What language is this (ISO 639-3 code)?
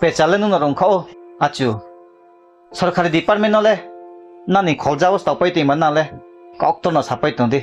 ria